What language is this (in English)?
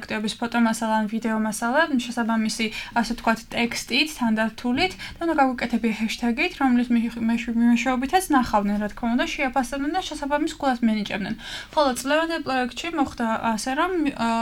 Georgian